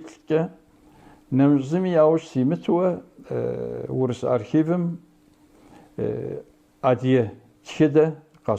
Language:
Kabardian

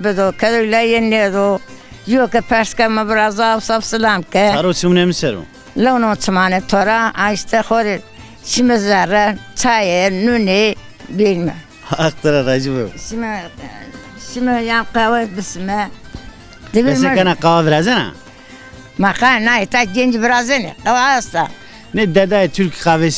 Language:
Zaza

